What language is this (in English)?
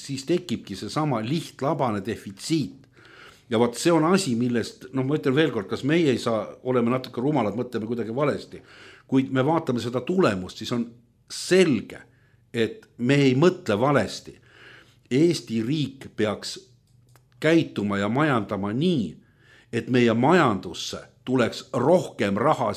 Estonian